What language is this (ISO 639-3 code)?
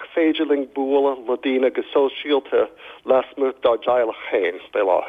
gle